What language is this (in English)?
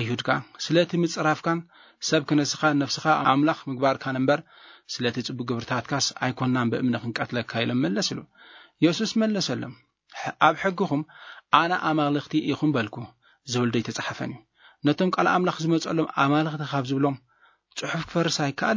Tigrinya